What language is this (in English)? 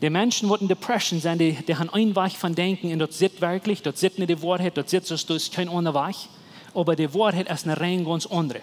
Plautdietsch